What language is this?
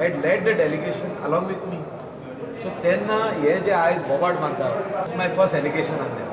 Konkani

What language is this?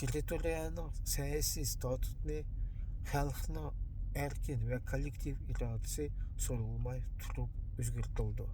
Uyghur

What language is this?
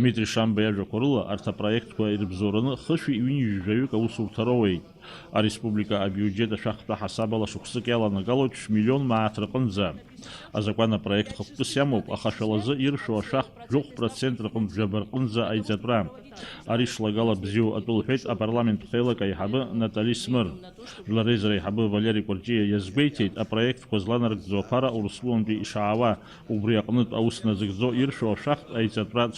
Abkhazian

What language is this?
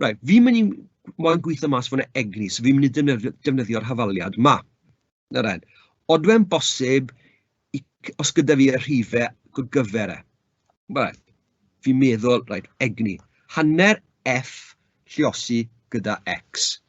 Welsh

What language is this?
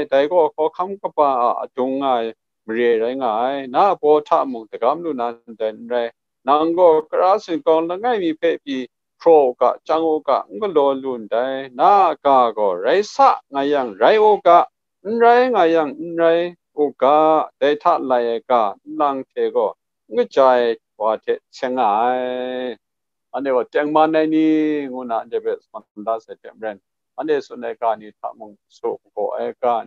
Kachin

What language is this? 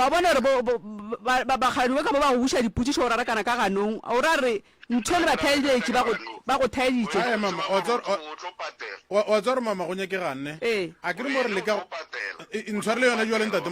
Northern Sotho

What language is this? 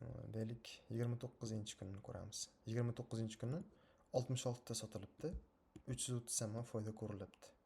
Uzbek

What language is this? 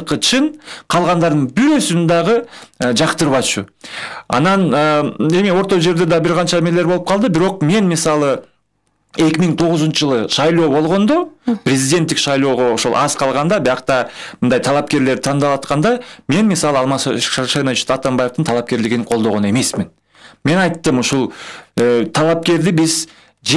Kyrgyz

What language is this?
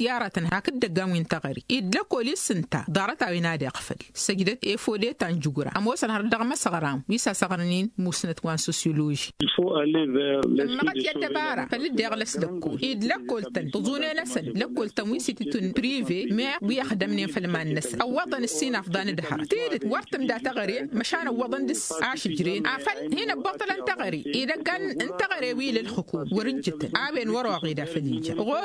Tamasheq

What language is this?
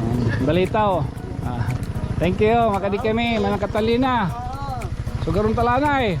Waray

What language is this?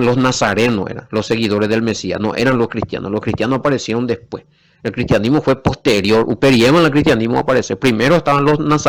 Guarani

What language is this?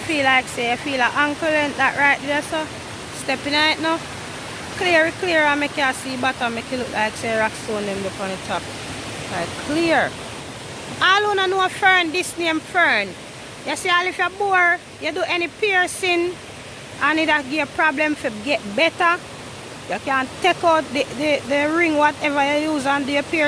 Jamaican Creole English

